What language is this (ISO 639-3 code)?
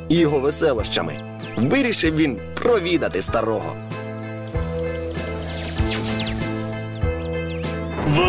ukr